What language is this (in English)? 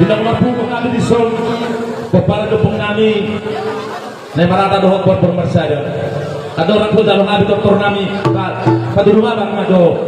Batak Toba